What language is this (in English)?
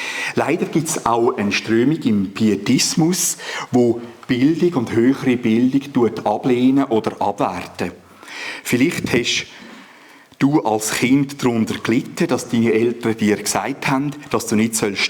Swiss German